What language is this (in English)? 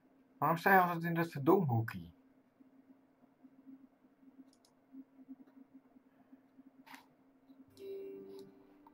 Dutch